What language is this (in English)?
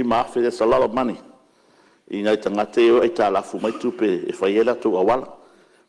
Samoan